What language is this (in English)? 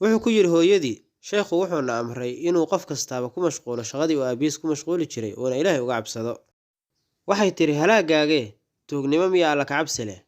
Somali